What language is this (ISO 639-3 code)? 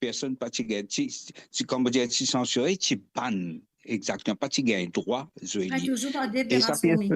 mfe